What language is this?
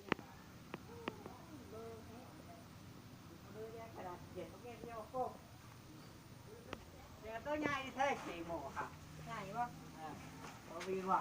Lao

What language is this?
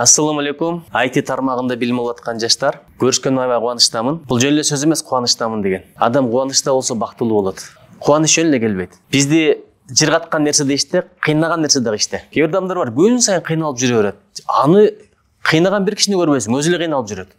Kyrgyz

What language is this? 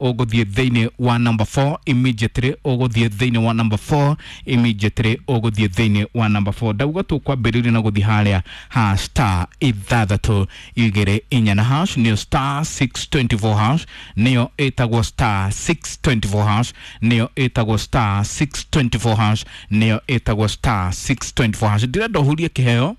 Kikuyu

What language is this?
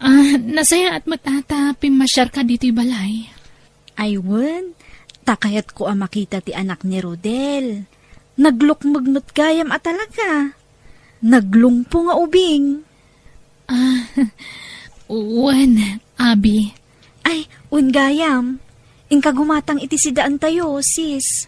Iloko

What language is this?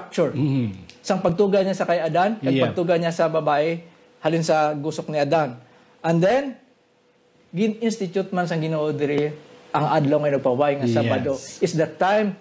Hiligaynon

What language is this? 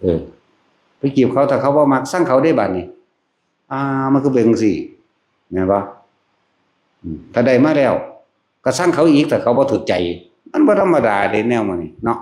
Northeastern Thai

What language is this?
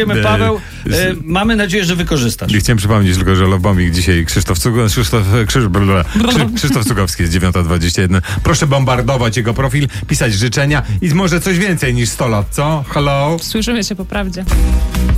Polish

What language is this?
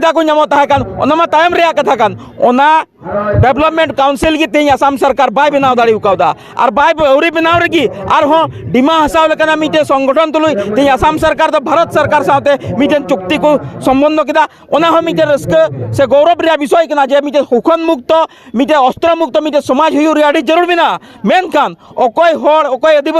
Santali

